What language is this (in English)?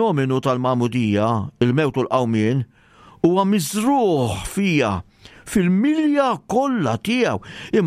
Maltese